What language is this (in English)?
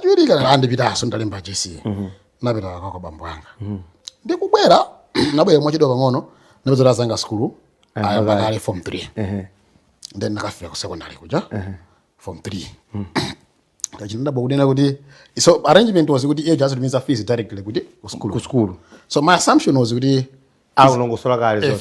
Nyanja